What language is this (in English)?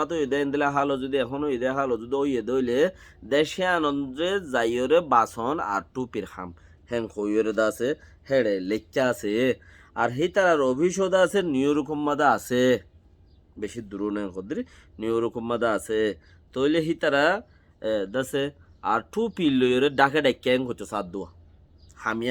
Rohingya